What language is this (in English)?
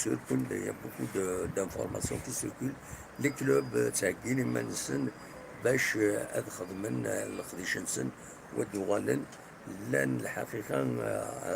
Kabyle